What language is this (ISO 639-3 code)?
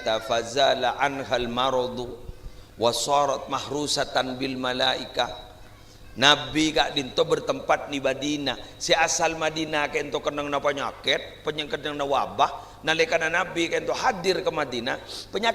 mad